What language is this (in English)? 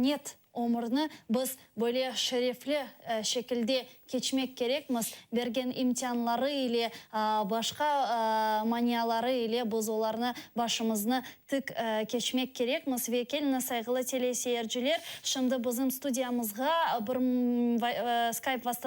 Crimean Tatar